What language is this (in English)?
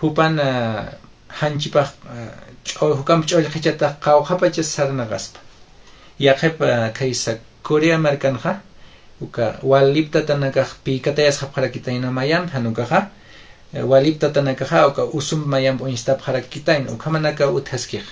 Aymara